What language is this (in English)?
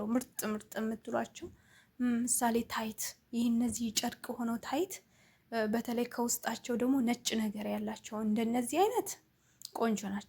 Amharic